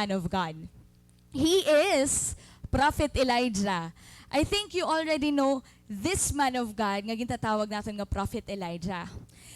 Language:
Waray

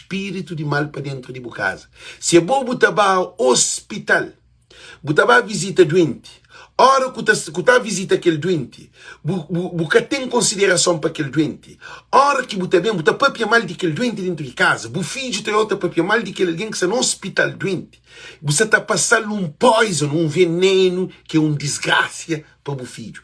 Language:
Kabuverdianu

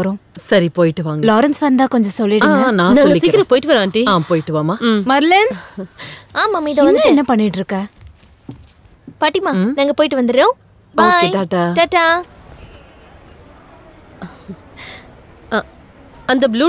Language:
Tamil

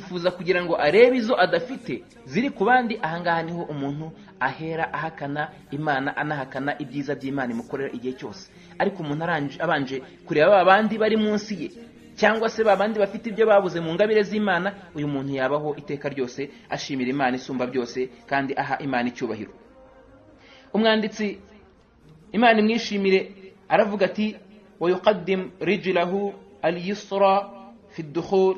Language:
Kinyarwanda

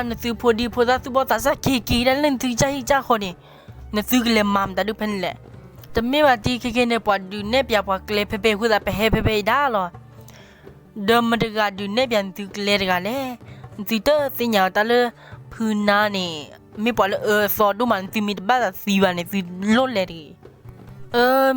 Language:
S'gaw Karen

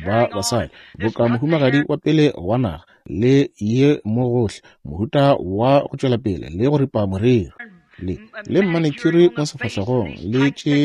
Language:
Northern Sotho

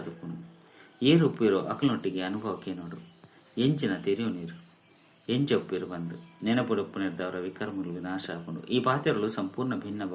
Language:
Tulu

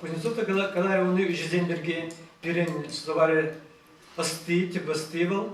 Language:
Chuvash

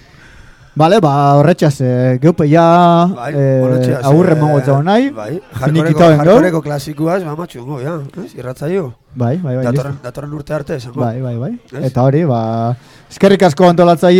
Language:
Basque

